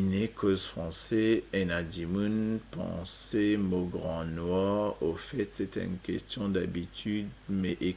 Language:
Morisyen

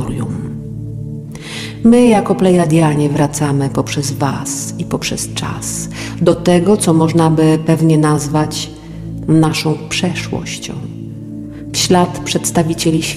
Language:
Polish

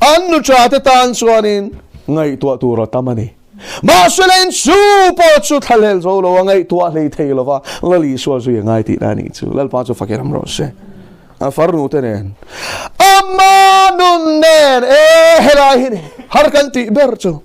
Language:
Mizo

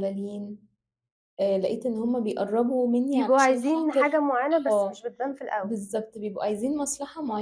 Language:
Egyptian Arabic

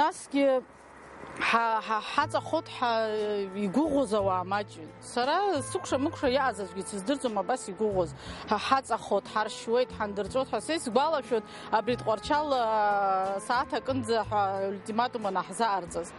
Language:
Abkhazian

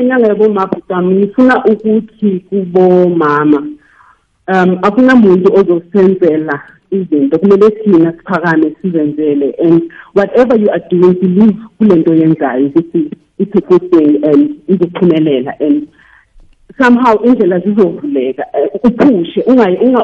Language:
South Ndebele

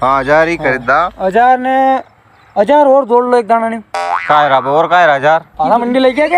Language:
Rajasthani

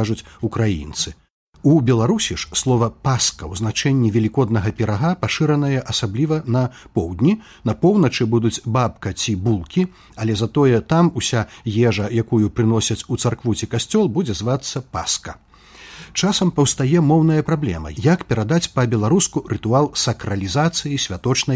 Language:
Belarusian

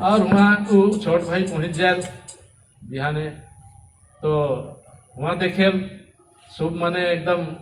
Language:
Sadri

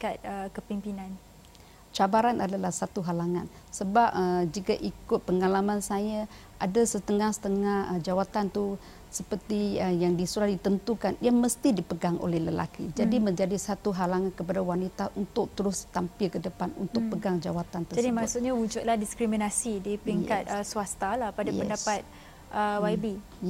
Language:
Malay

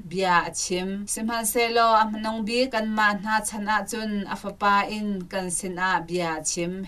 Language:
Hakha Chin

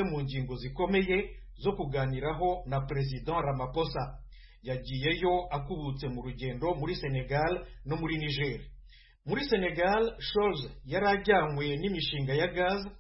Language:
Kinyarwanda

